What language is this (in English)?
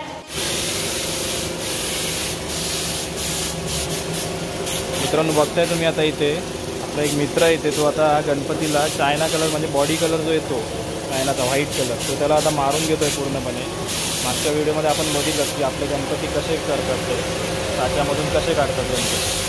Marathi